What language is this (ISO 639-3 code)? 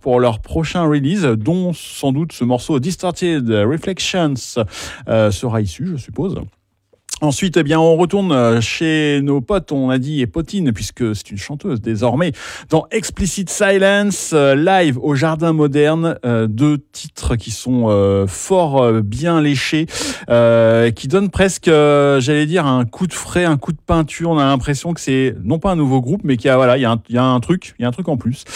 fra